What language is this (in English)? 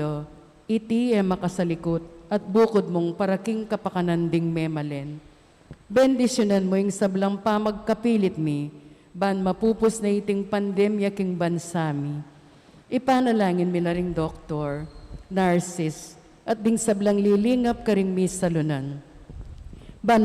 Pampanga